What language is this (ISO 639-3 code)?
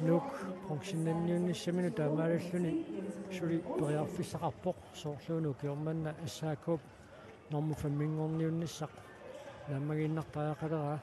kal